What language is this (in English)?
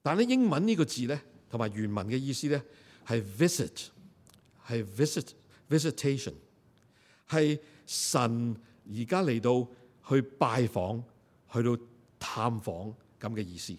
Cantonese